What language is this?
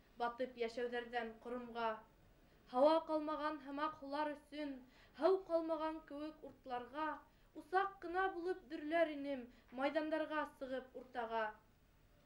Bashkir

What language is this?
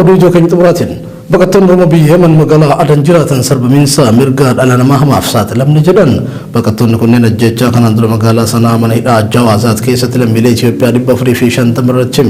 Oromo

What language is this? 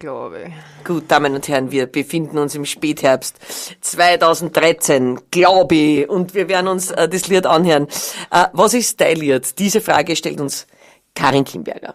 Bavarian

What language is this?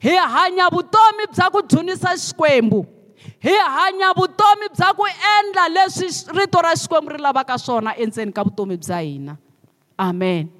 Tsonga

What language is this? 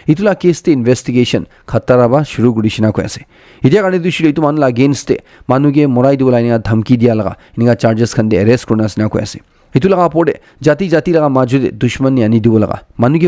Naga Pidgin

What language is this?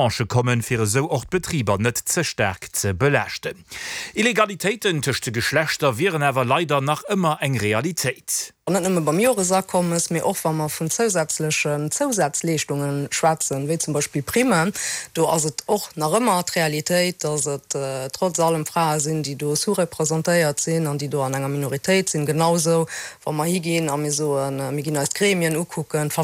Luxembourgish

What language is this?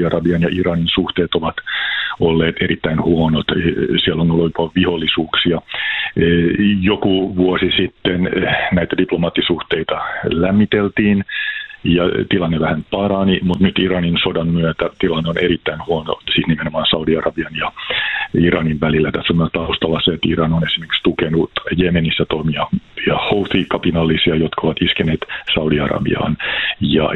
Finnish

